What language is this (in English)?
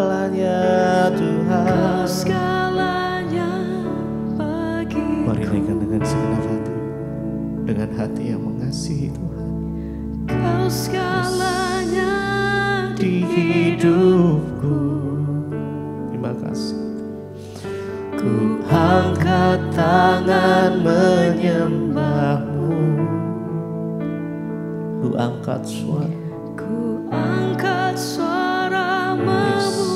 Indonesian